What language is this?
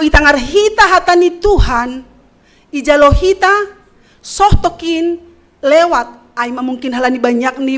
Batak Simalungun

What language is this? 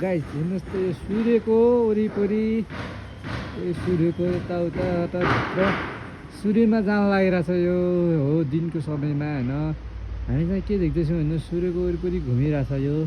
Nepali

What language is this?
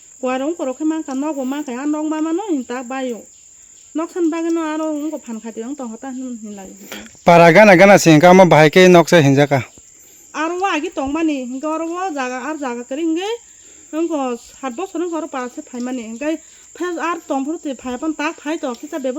Kok Borok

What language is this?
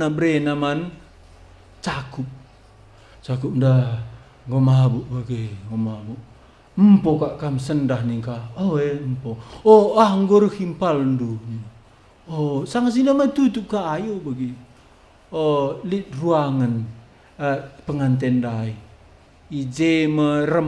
Batak Karo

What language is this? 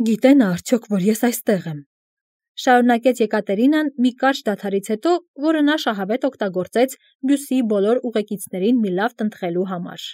Armenian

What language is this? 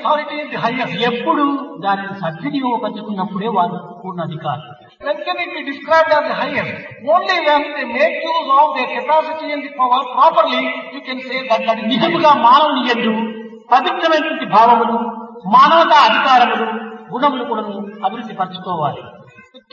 Telugu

